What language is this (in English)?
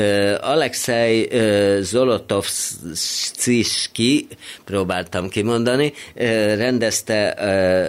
Hungarian